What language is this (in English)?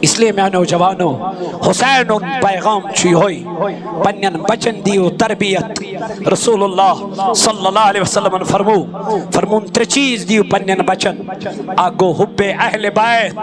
Kashmiri